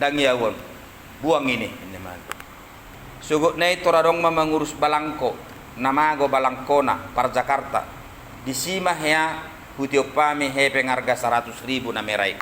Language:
Batak Toba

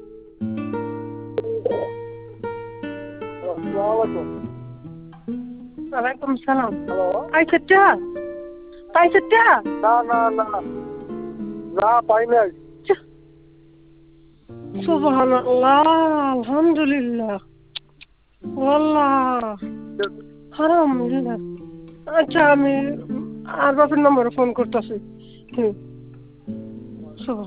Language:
Bangla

